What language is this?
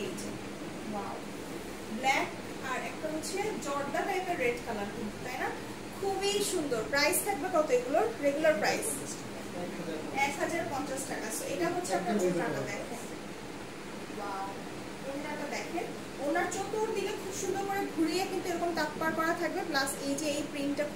Bangla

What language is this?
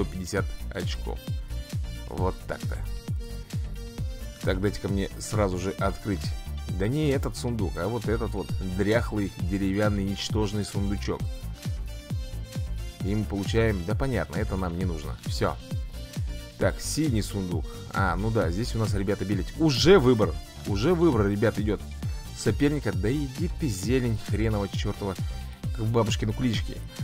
Russian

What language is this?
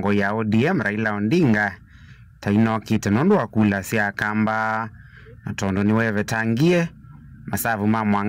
Kamba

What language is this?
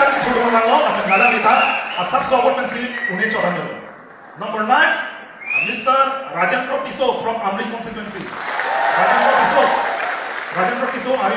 Karbi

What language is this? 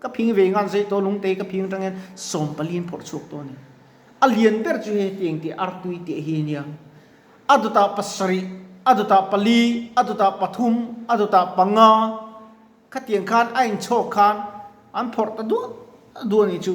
Mizo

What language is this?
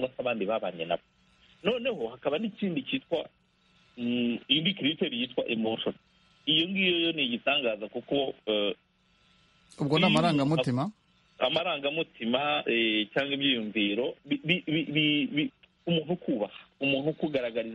Kinyarwanda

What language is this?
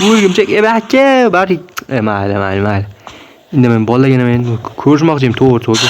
Uzbek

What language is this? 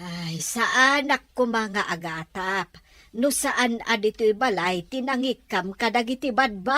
Iloko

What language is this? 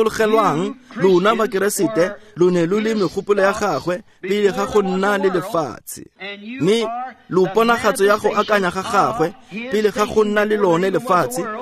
Tswana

